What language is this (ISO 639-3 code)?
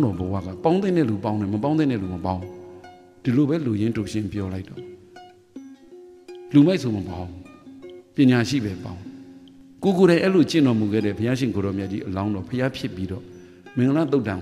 mya